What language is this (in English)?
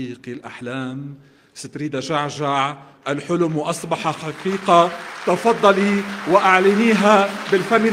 North Levantine Arabic